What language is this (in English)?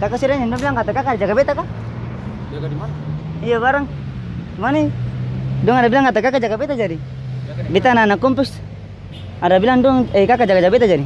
Ambonese Malay